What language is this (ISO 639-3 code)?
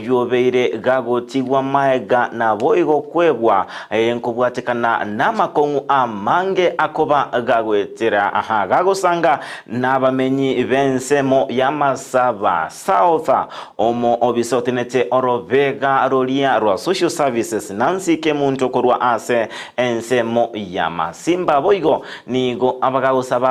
guz